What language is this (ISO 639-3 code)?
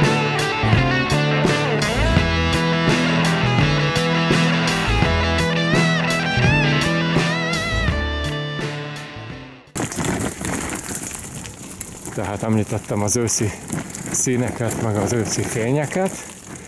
hun